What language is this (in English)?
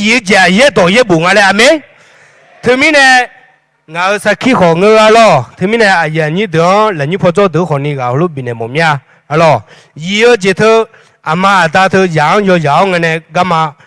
Akha